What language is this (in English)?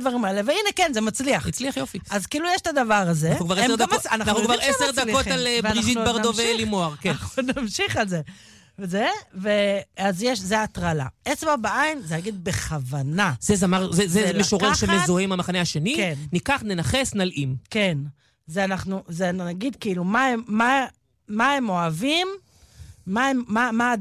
Hebrew